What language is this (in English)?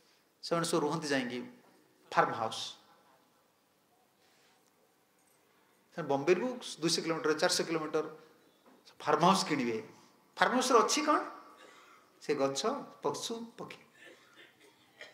Odia